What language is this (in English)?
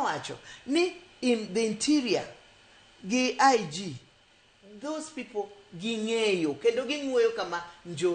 Luo (Kenya and Tanzania)